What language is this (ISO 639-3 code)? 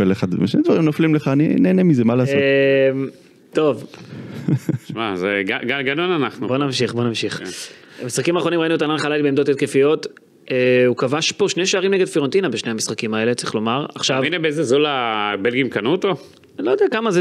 heb